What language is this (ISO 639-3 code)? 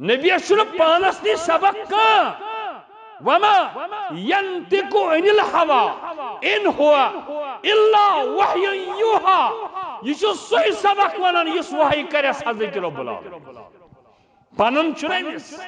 kas